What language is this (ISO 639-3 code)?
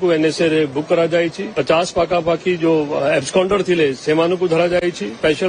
ori